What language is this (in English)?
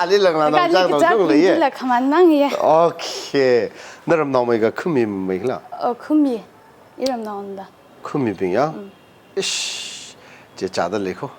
Tangkhul Naga (India)